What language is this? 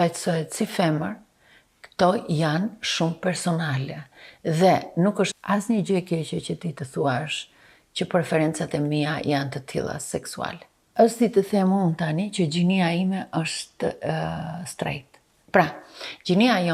Albanian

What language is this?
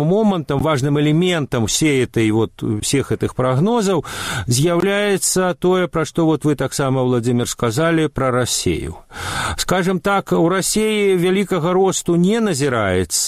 Belarusian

